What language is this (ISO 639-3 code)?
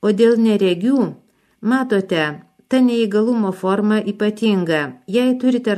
lit